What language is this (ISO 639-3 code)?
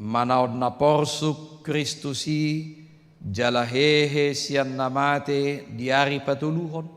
bbc